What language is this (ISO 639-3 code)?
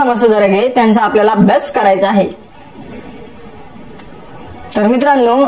mar